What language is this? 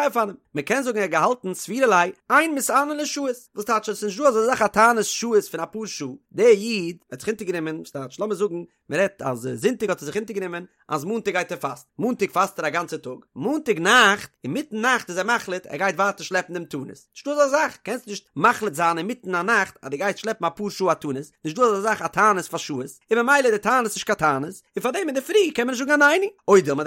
Yiddish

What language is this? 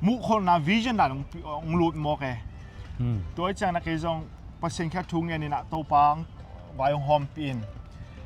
Tedim Chin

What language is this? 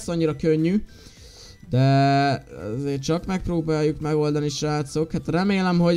Hungarian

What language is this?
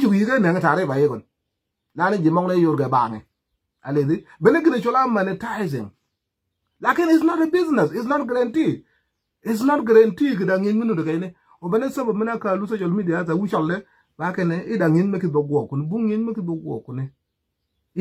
Nuer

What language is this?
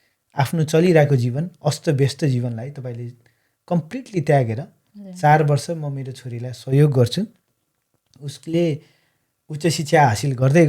Nepali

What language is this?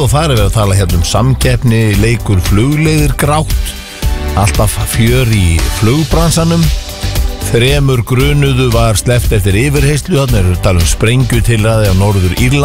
Icelandic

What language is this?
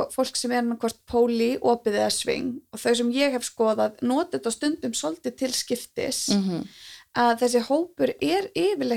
Icelandic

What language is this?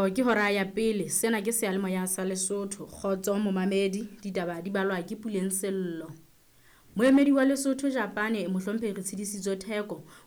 Southern Sotho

